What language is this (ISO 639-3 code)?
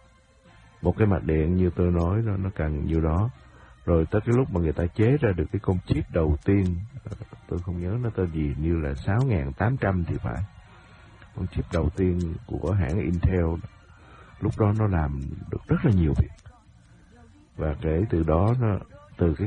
vie